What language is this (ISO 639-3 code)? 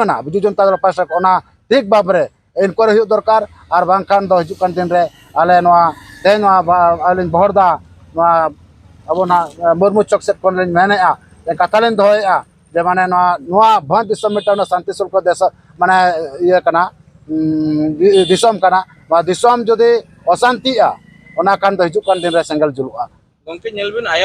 sat